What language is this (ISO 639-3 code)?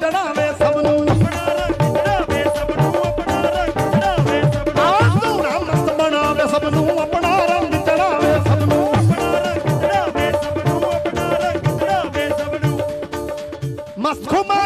pan